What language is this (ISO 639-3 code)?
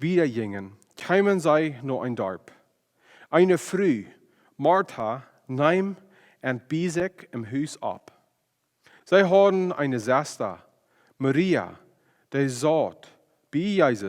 pdt